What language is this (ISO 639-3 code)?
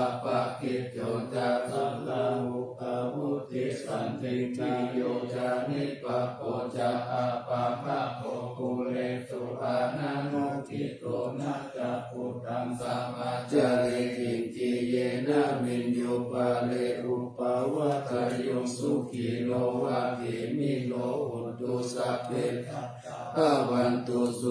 pli